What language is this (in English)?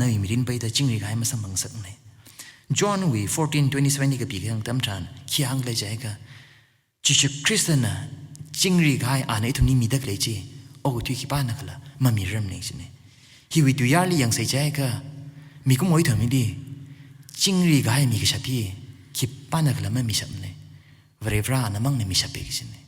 Tangkhul Naga (India)